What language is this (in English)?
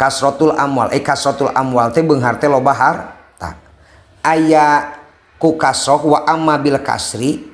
Sundanese